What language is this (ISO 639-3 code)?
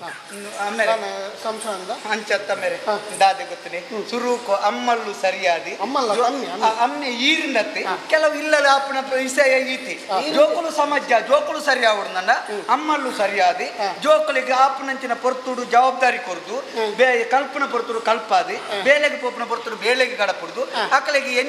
tcy